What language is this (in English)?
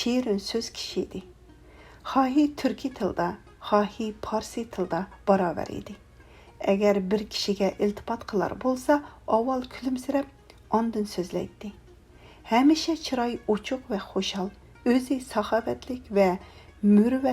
Uyghur